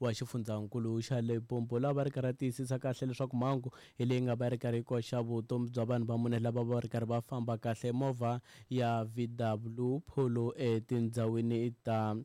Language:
Tsonga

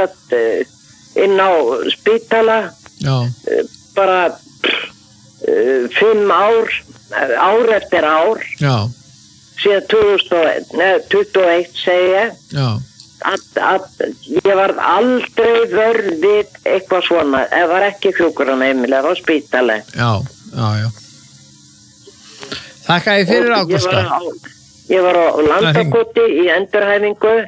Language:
Icelandic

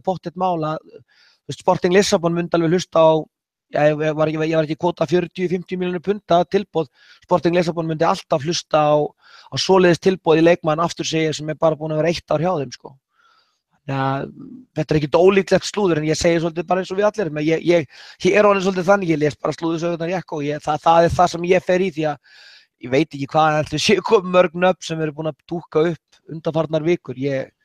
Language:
Icelandic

